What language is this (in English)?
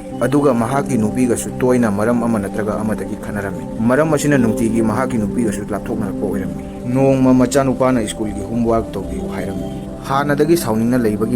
Manipuri